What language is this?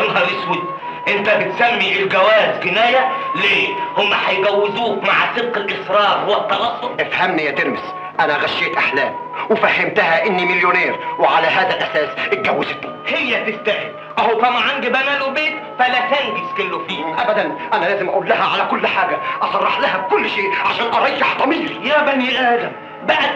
Egyptian Arabic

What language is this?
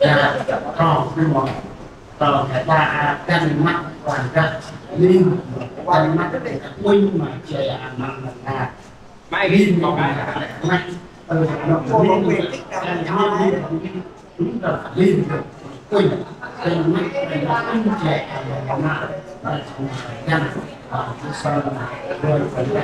Central Mnong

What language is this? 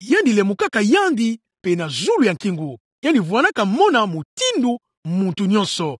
Kituba (Democratic Republic of Congo)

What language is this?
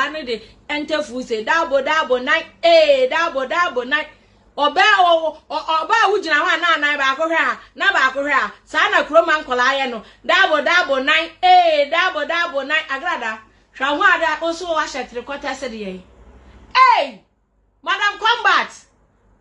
Akan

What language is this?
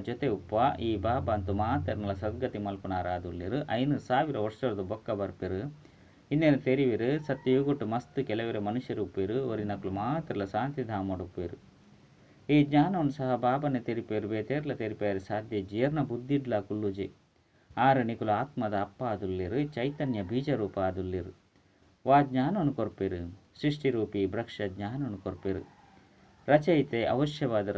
Tulu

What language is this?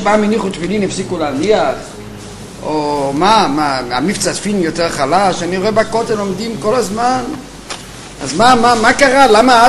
Hebrew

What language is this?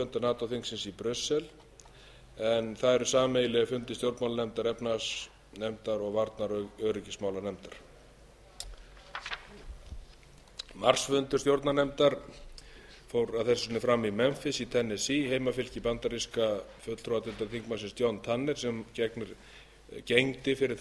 Icelandic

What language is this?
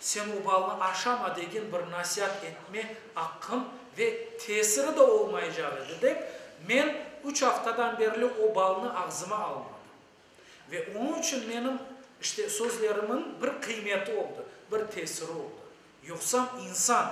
Crimean Tatar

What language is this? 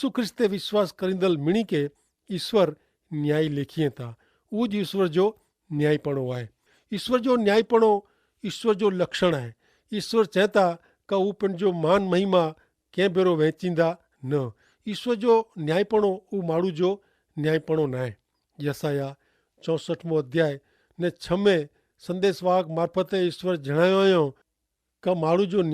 Kachhi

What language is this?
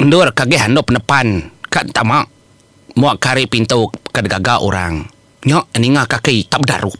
Iban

